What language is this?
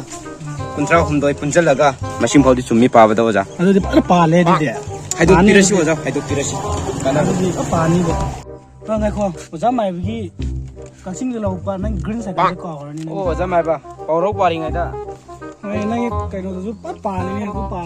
Manipuri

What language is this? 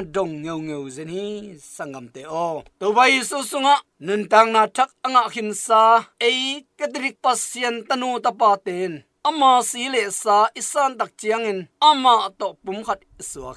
Tedim Chin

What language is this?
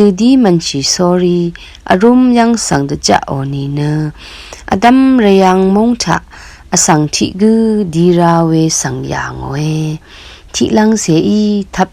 Rawang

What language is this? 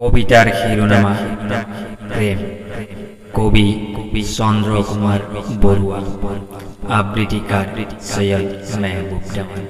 Assamese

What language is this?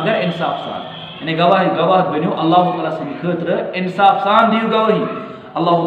Kashmiri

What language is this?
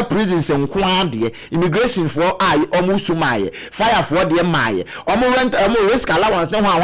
Akan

